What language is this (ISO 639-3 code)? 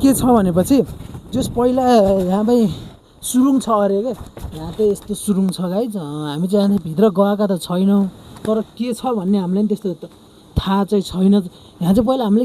nep